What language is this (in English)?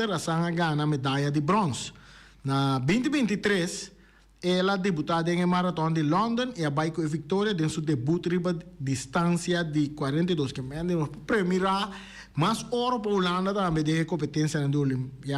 Papiamento